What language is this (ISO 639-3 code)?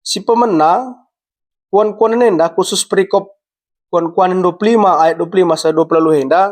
btx